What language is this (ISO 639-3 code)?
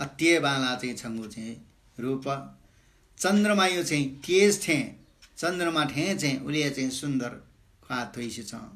new